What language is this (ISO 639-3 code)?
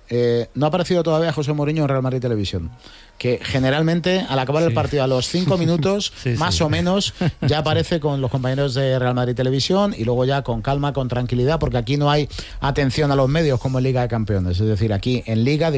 spa